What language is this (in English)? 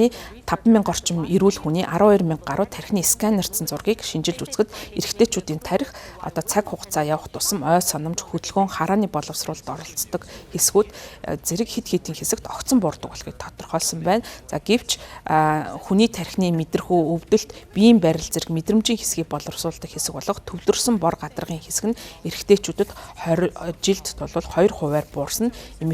Mongolian